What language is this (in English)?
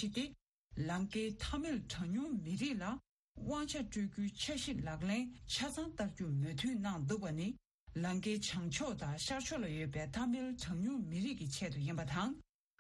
Tibetan